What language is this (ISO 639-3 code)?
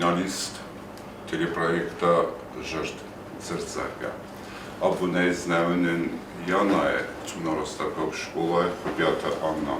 oss